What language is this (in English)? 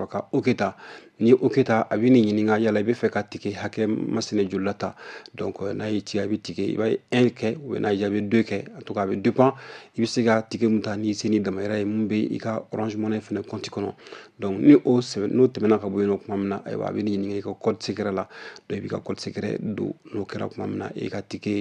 Bambara